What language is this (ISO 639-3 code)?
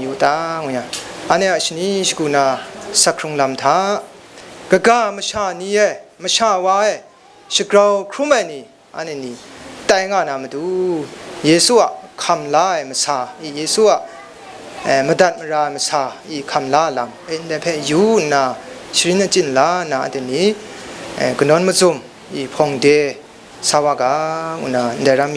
kac